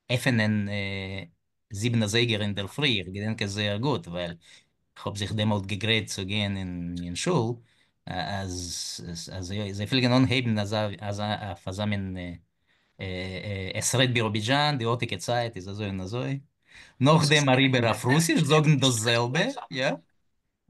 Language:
Yiddish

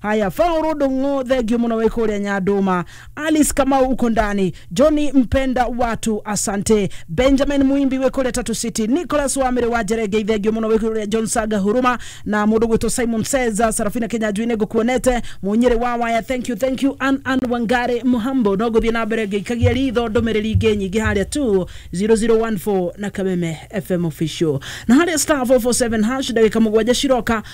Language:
Kikuyu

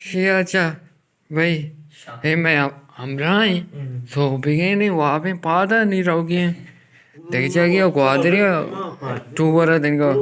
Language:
Baluchi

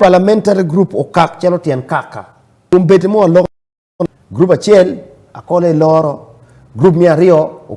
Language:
Acoli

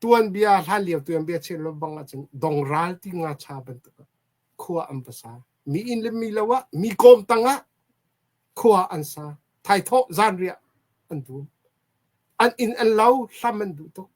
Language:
Hakha Chin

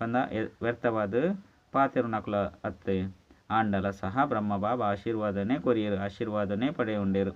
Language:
Tulu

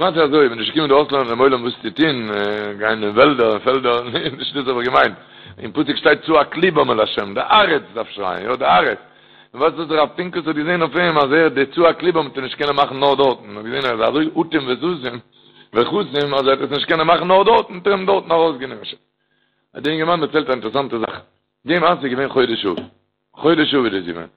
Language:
Yiddish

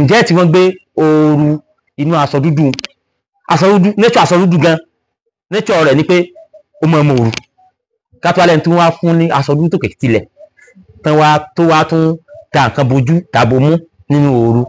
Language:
Yoruba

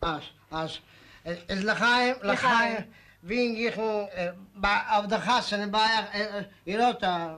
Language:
Yiddish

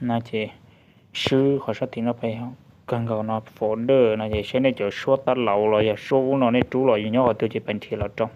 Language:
Hmong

